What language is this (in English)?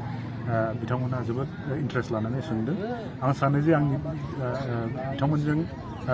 Bodo